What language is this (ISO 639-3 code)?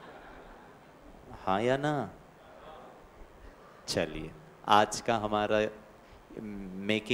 hin